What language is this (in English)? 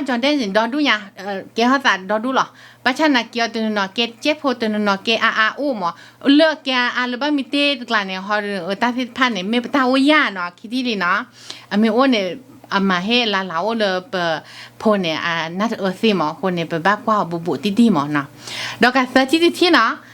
S'gaw Karen